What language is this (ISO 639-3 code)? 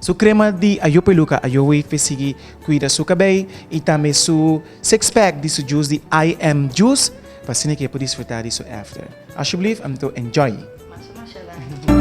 pap